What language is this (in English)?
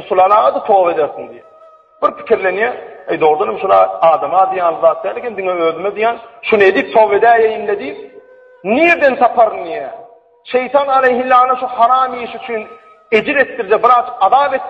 Turkmen